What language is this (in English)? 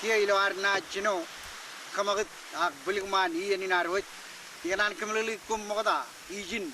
Marshallese